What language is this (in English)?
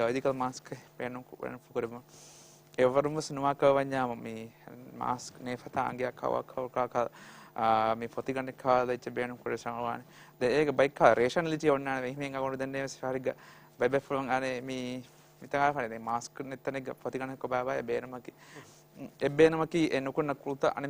Divehi